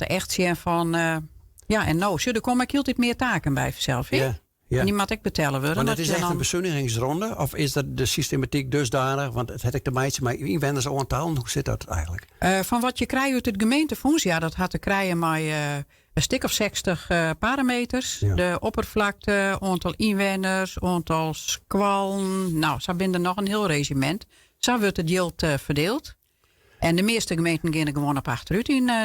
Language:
Western Frisian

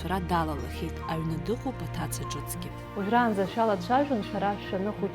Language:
Abkhazian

